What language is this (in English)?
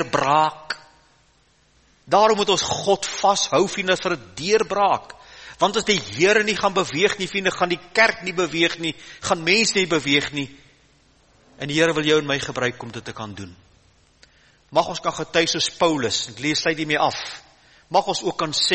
Afrikaans